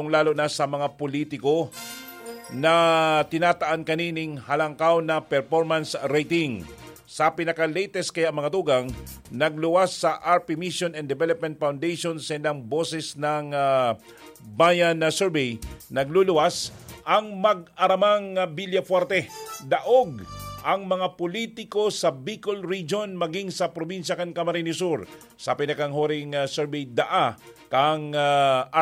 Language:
Bikol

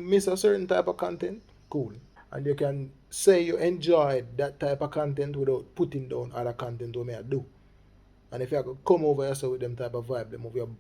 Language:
Jamaican Creole English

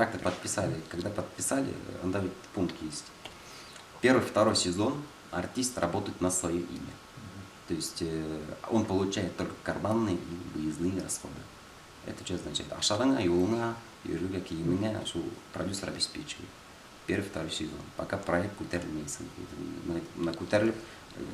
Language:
Bashkir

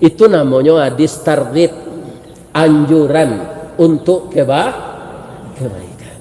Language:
Minangkabau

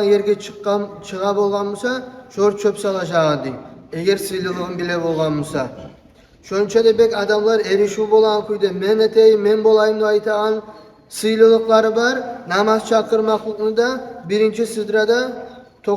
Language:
Kumyk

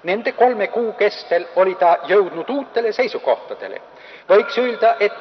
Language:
Estonian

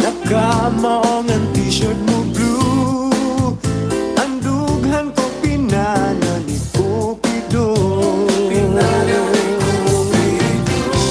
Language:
Waray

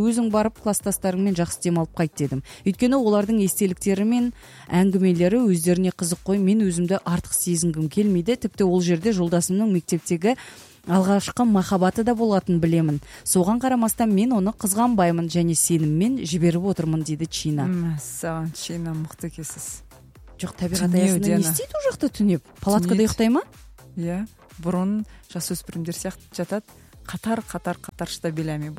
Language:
Kazakh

